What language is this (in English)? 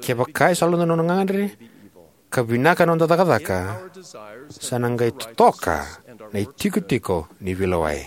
Fijian